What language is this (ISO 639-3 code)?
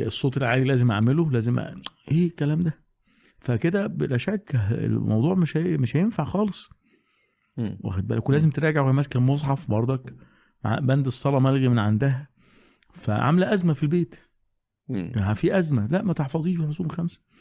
arz